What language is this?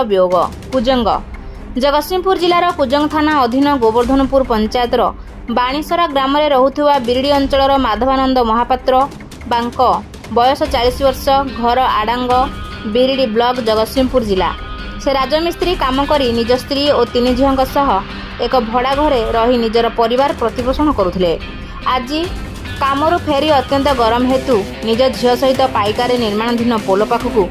Odia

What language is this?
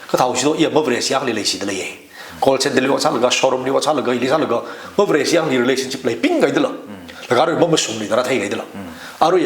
Tangkhul Naga (India)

